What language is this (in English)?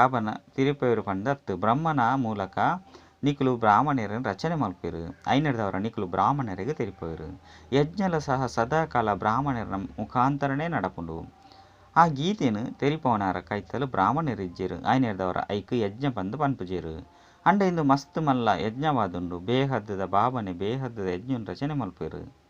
Tulu